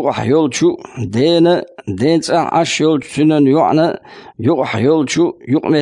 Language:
Chechen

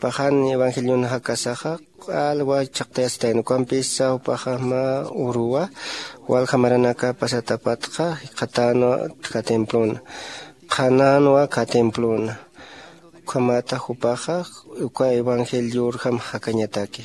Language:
Aymara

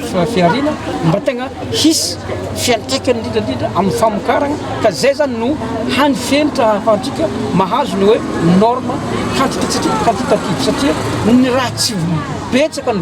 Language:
Malagasy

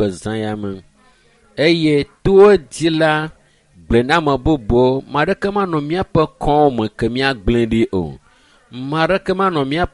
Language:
Ewe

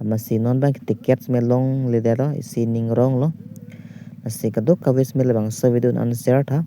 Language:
Karbi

